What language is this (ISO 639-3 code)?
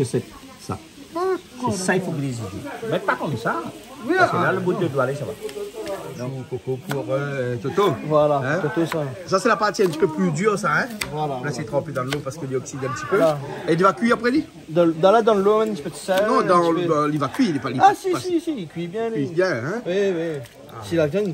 rcf